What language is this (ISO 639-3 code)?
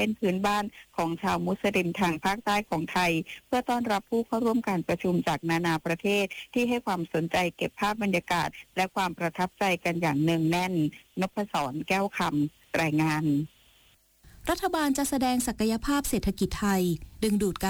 tha